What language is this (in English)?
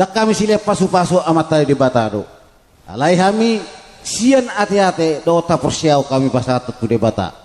Batak Toba